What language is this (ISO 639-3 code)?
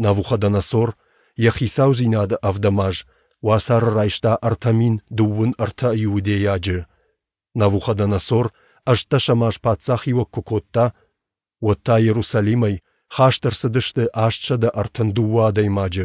oss